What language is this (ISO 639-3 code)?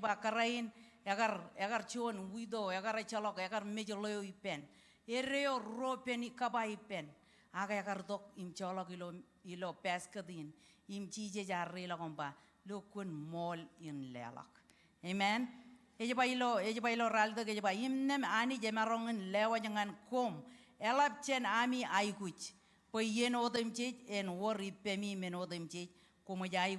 mah